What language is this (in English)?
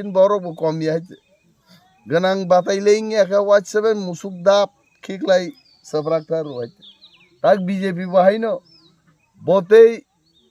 Kok Borok